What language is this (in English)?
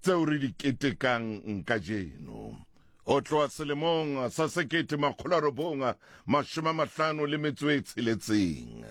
Southern Sotho